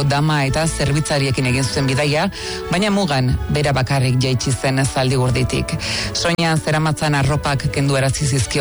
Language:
Basque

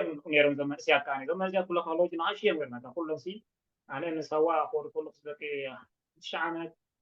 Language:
Tigrinya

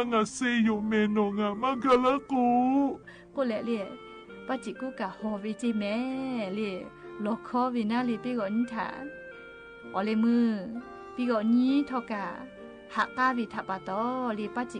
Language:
Lahu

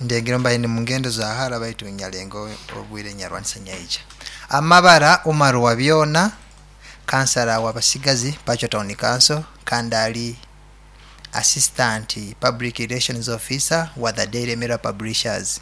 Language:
Nyoro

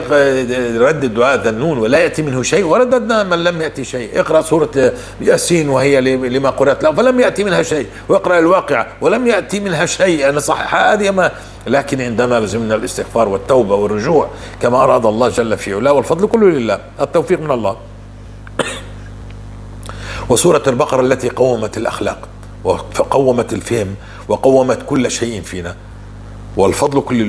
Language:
North Levantine Arabic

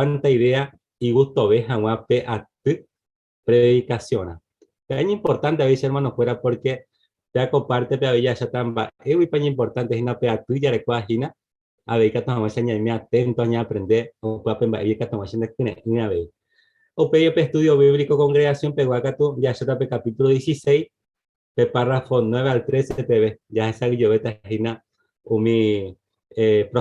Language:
Guarani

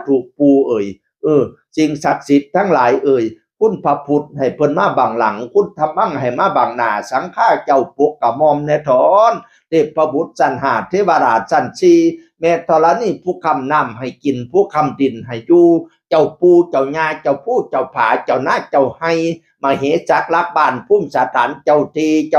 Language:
Northeastern Thai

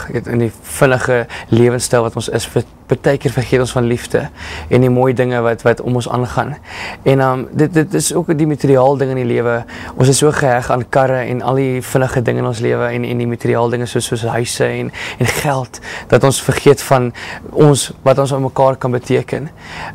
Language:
Afrikaans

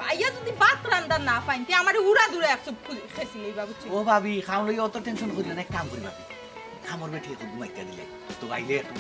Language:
Sylheti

